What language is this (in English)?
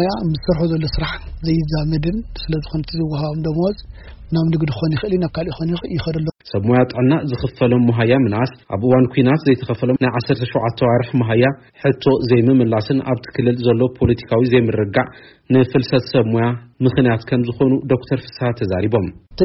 Tigrinya